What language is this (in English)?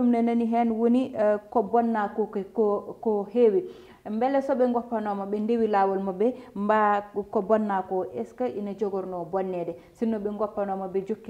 Fula